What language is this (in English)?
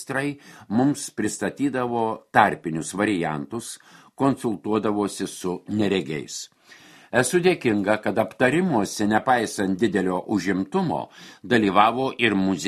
Lithuanian